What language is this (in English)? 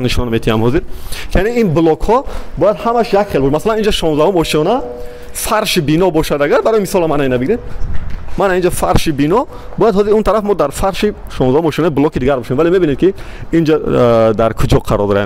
Tajik